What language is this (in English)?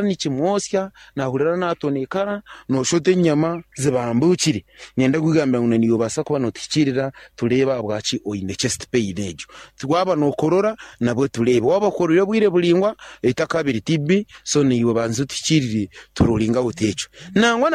Nyankole